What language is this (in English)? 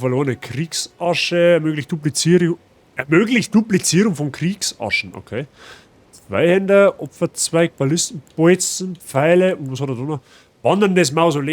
Bavarian